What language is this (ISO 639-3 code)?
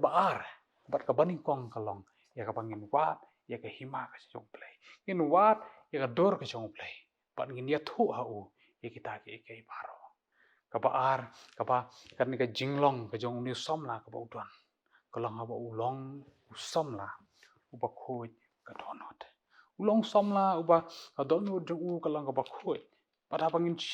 kha